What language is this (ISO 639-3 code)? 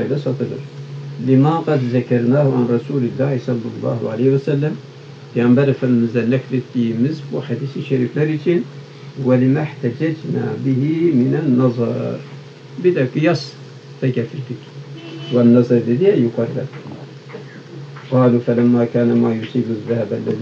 tur